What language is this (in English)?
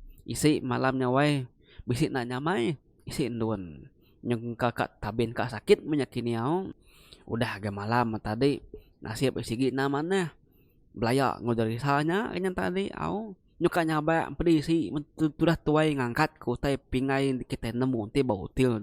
Iban